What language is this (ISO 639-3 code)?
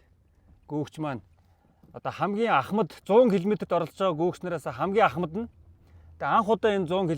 mon